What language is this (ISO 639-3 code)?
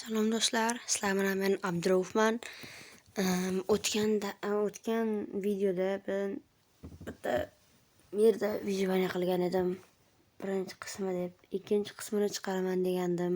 uzb